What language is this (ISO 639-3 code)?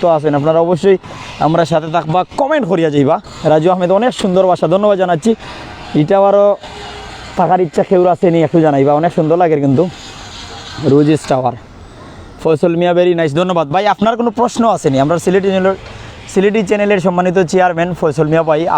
syl